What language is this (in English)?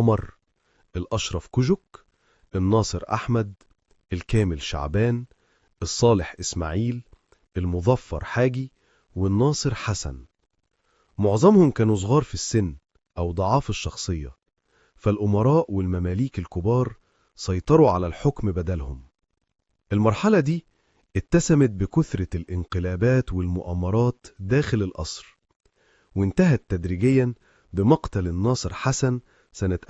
Egyptian Arabic